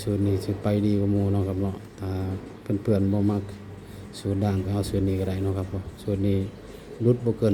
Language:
Northeastern Thai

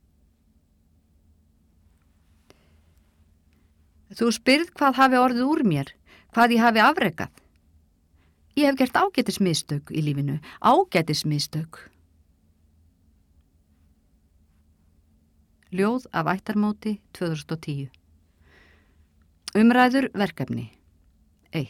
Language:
Icelandic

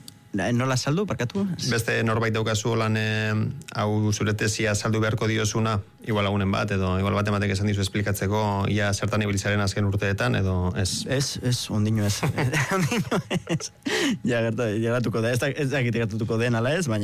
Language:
Basque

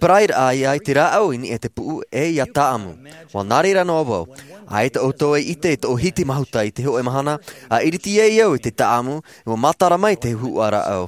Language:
Tahitian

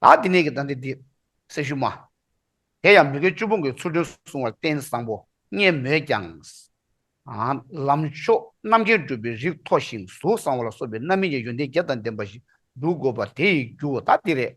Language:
Tibetan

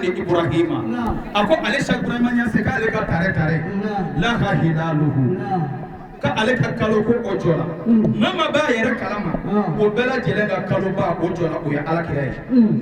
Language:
Bambara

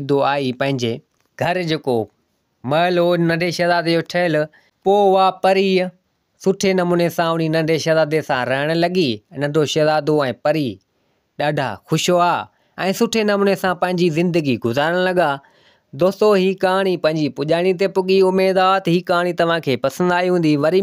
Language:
Sindhi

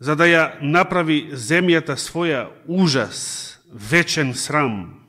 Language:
Macedonian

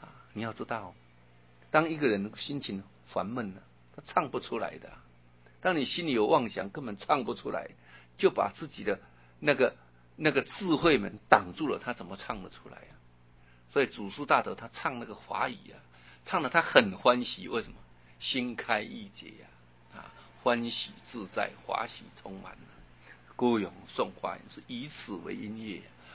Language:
Chinese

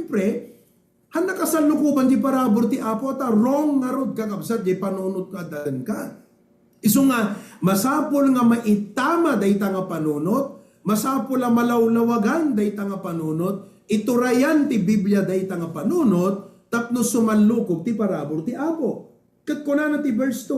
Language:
Iloko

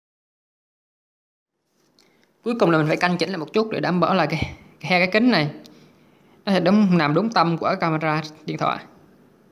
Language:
Vietnamese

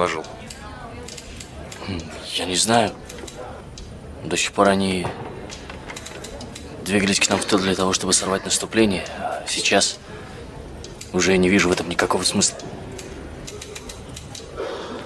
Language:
Russian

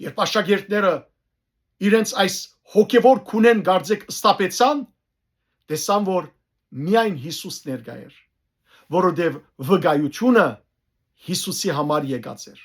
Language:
Western Armenian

